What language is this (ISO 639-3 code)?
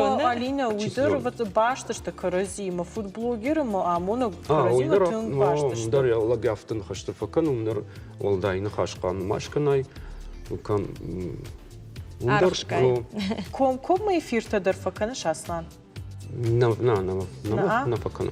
oss